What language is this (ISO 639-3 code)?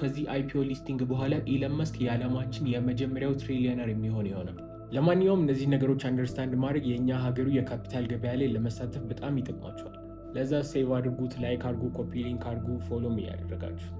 amh